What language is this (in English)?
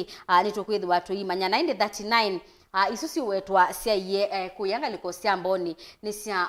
Kamba